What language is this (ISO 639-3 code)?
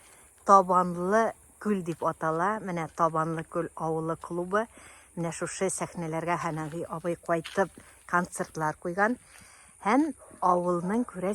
tat